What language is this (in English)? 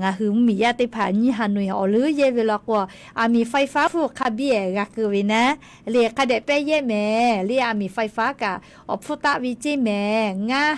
Lahu